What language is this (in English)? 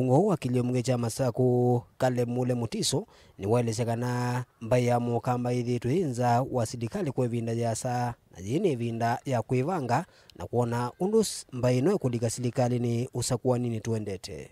Kamba